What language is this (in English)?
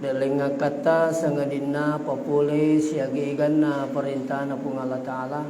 Buginese